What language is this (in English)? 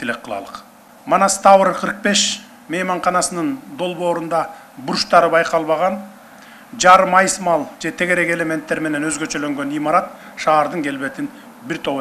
Kyrgyz